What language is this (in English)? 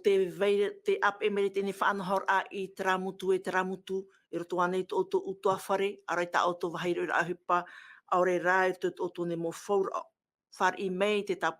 Tahitian